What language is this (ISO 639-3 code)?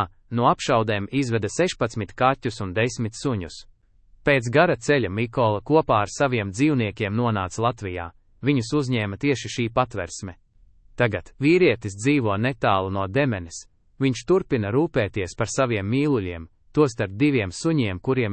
lav